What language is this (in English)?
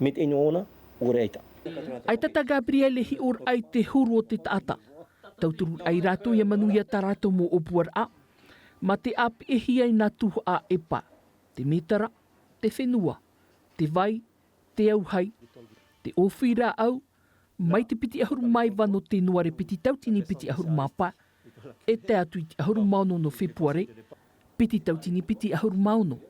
Tahitian